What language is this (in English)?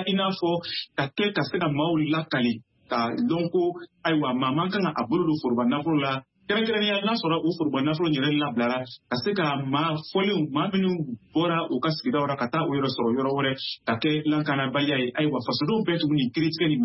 Bambara